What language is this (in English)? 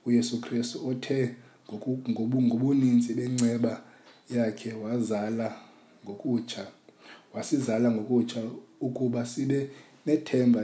Xhosa